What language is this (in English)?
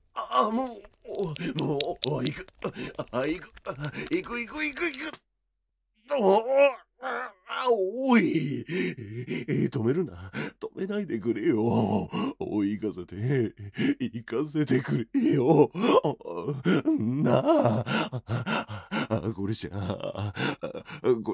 Japanese